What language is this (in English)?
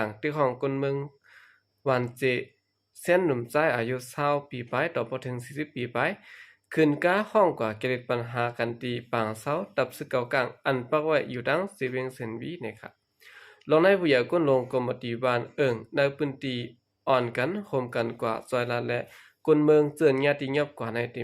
Shan